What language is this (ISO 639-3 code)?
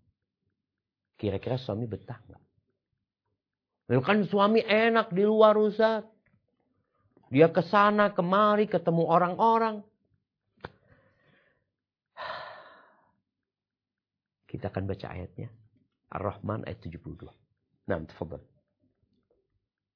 ind